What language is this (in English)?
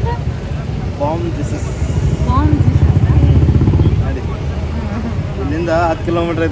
Kannada